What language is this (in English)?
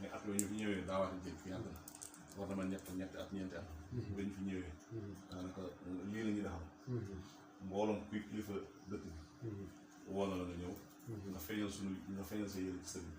Wolof